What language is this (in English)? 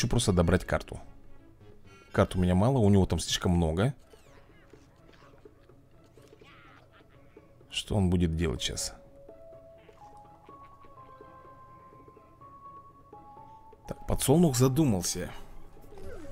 Russian